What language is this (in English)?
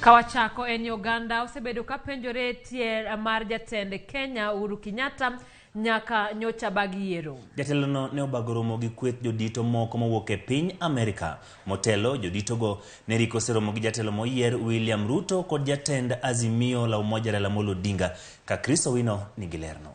Luo (Kenya and Tanzania)